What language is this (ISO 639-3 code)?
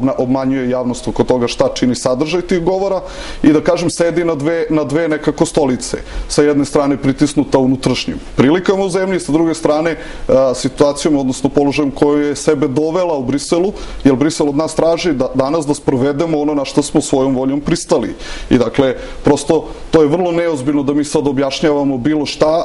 srp